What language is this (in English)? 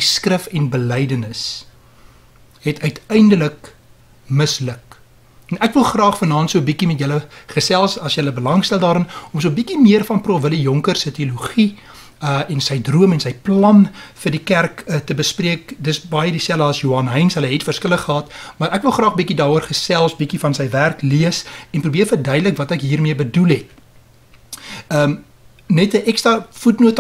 Afrikaans